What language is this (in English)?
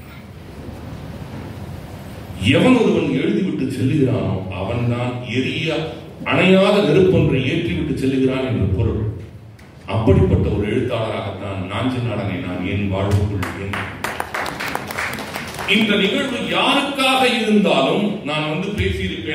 Tamil